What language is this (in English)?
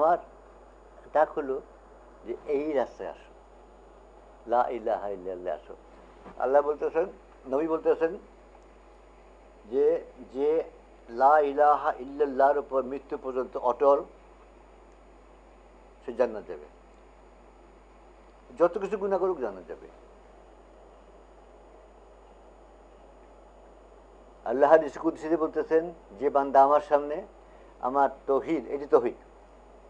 Bangla